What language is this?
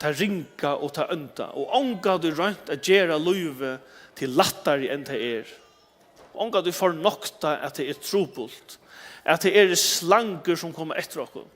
Faroese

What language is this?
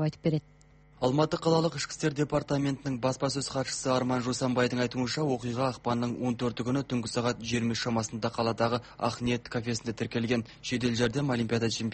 Kazakh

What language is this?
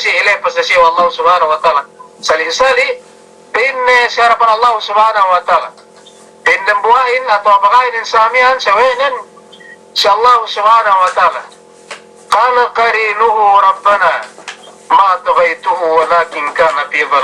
Yakan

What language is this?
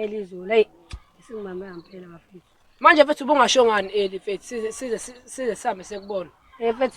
Zulu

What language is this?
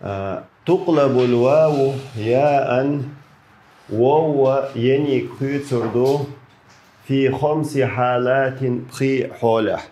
Chechen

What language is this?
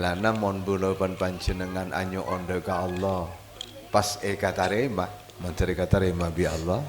Madurese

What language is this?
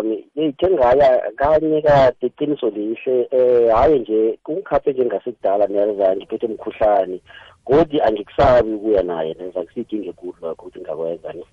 South Ndebele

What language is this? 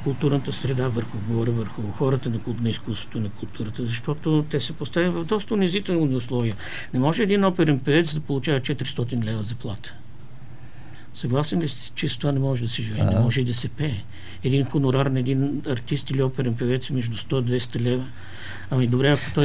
Bulgarian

